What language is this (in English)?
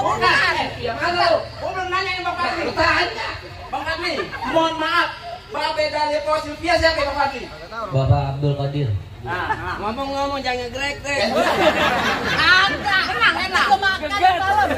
Betawi